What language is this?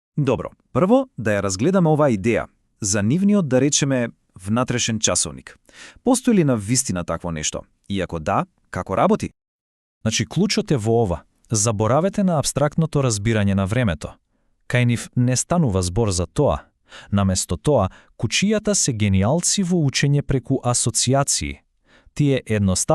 Macedonian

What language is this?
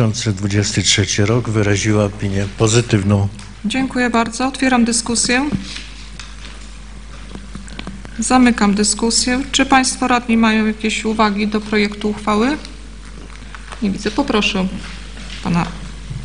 Polish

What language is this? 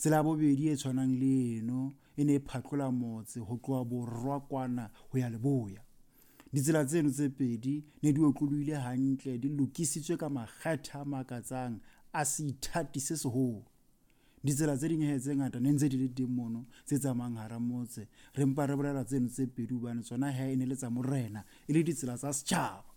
Southern Sotho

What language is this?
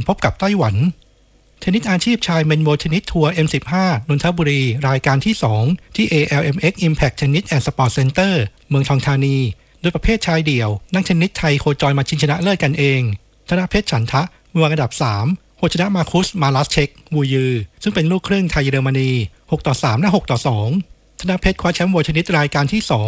Thai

